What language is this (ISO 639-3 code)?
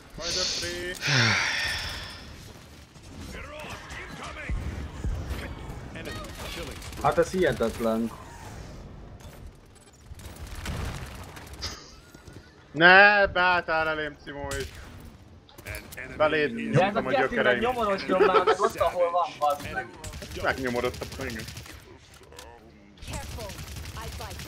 hun